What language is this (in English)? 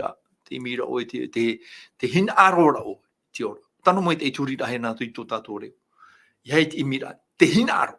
Tahitian